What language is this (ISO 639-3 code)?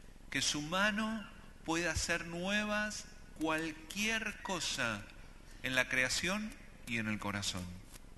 spa